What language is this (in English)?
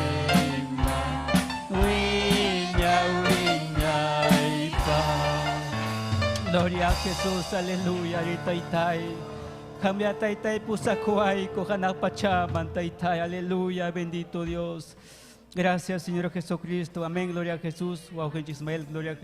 Ayacucho Quechua